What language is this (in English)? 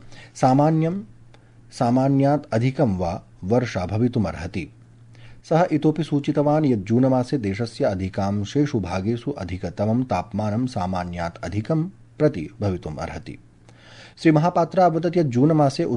Sanskrit